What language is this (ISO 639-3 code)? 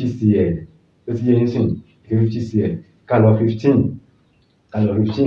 yor